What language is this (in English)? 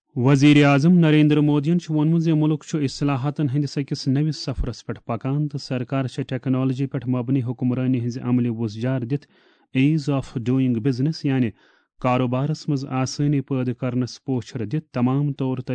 Kashmiri